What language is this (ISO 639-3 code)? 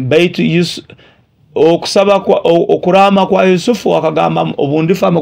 nyo